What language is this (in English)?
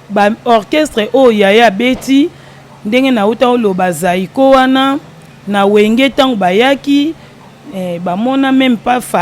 Lingala